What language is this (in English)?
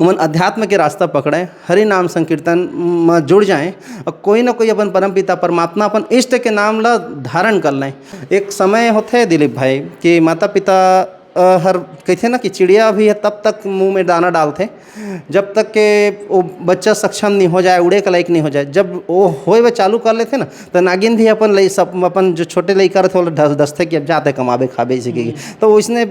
Chhattisgarhi